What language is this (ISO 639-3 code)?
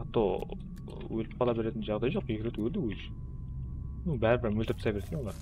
kaa